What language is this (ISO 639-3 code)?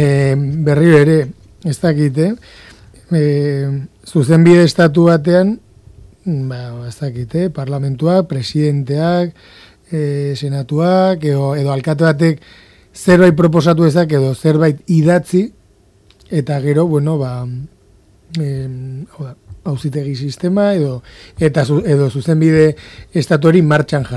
eus